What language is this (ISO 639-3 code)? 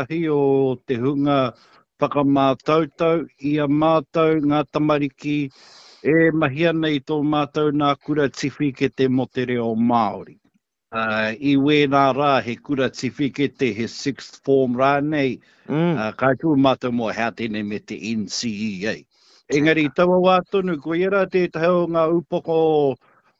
mri